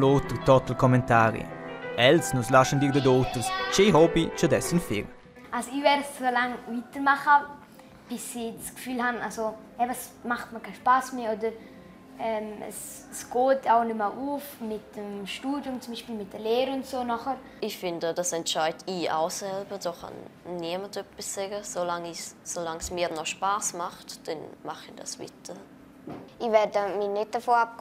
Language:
Romansh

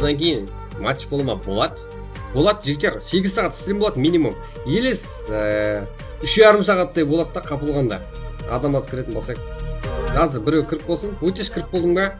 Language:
Kara-Kalpak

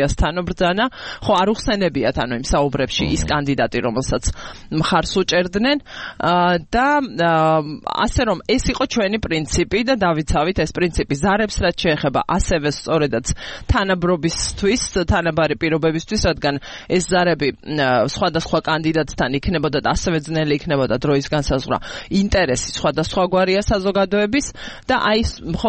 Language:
Georgian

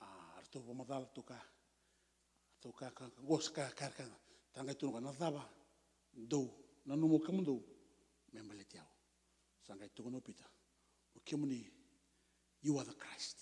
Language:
Fijian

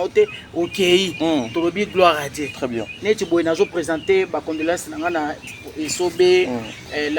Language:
Lingala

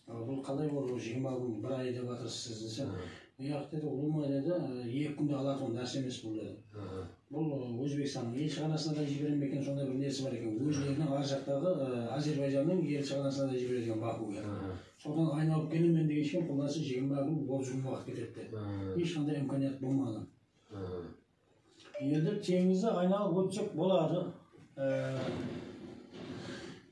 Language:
Kazakh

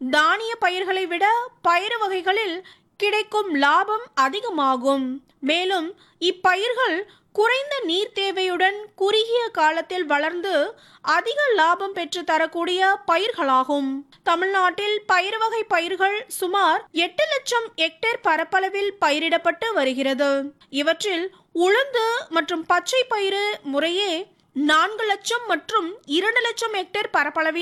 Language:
Tamil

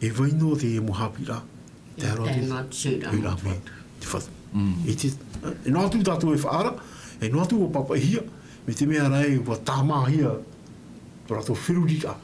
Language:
Tahitian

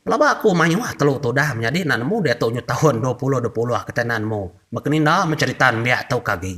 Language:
Iban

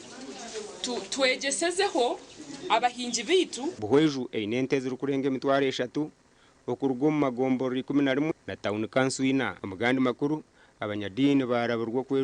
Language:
Nyankole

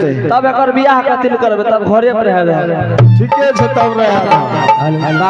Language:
Angika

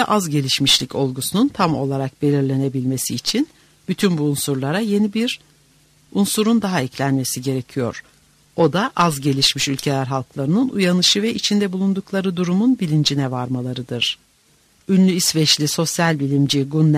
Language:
Turkish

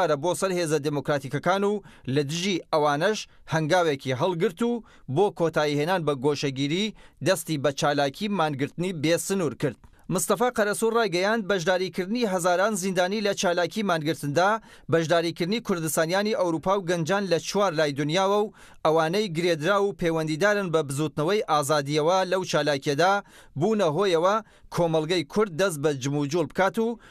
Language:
Central Kurdish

